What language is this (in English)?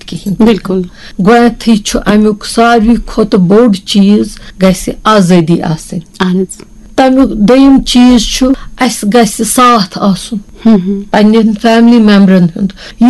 Kashmiri